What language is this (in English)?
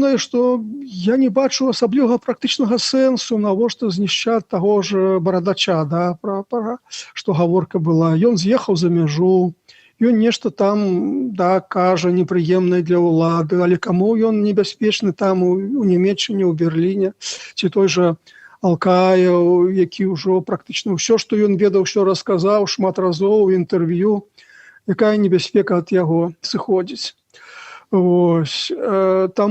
Belarusian